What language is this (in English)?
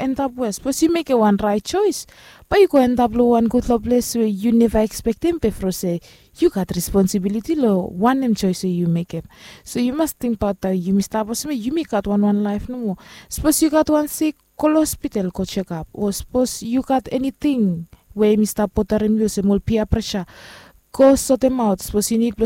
Bislama